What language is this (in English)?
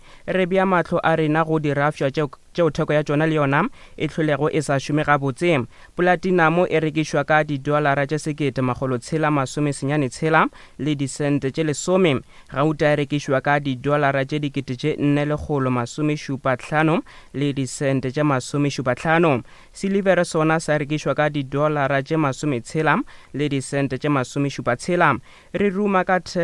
Northern Sotho